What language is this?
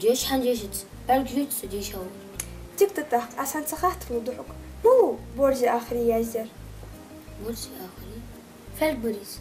Ingush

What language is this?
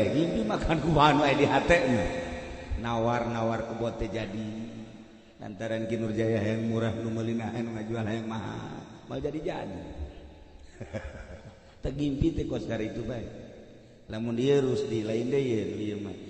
Sundanese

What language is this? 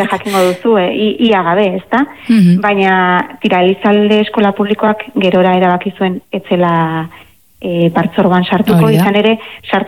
Basque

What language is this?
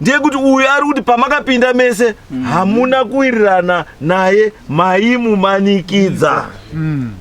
Shona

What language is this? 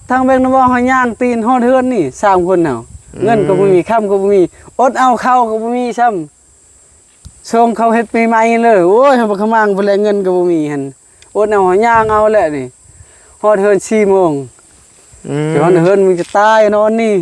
Northeastern Thai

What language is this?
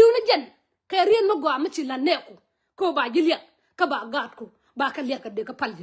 Nuer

